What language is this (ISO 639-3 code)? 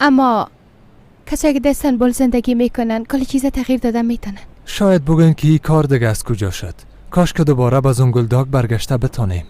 fas